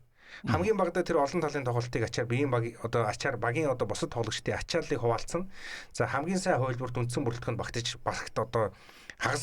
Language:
Mongolian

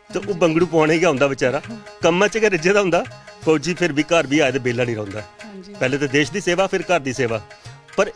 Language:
Dogri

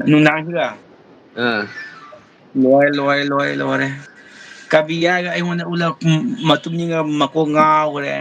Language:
Manipuri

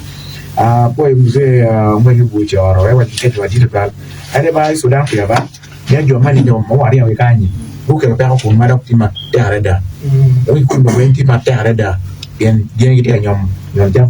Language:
Acoli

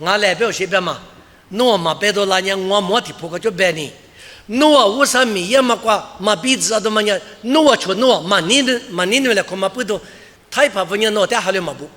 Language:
Lisu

